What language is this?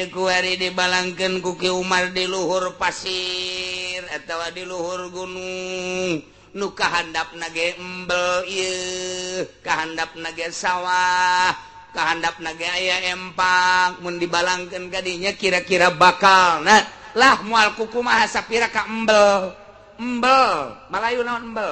Sundanese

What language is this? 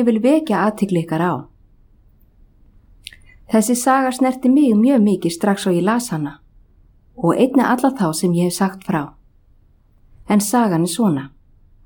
Icelandic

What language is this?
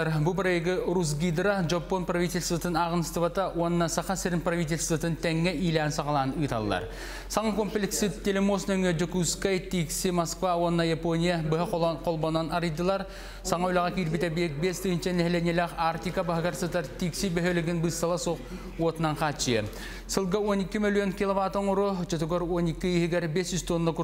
Yakut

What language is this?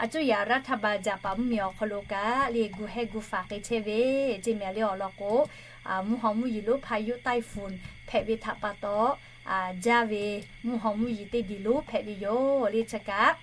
Lahu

